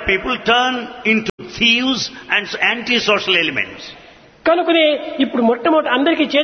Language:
Telugu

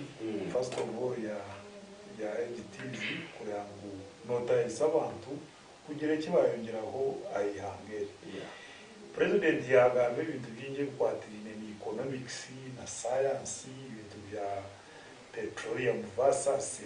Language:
Nyankole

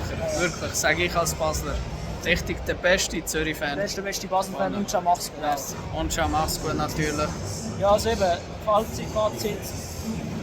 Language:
Swiss German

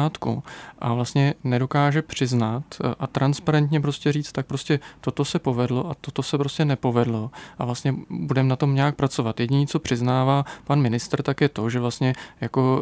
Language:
Czech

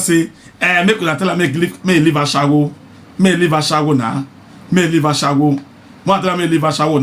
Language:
Nigerian Pidgin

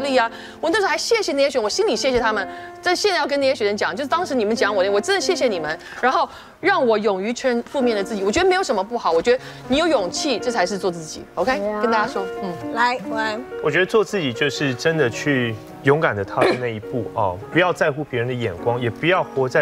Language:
Chinese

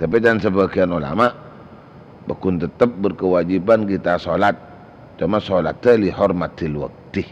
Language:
Madurese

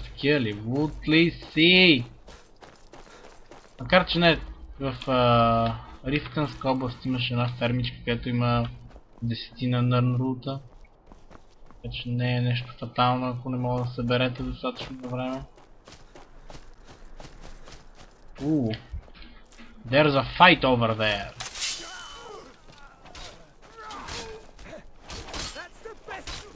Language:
Bulgarian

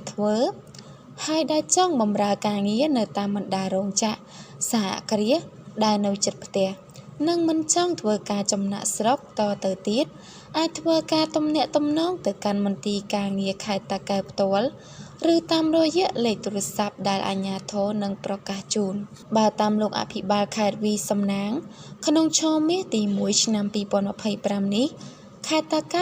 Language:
Khmer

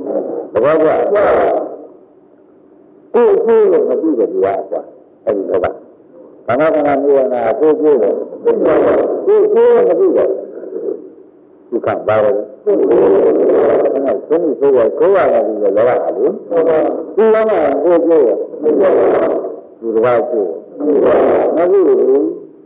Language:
Burmese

